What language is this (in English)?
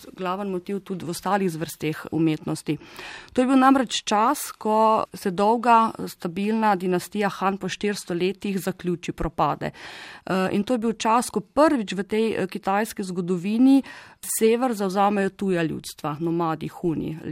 Slovenian